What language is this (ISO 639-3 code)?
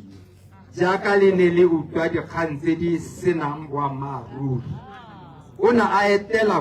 tsn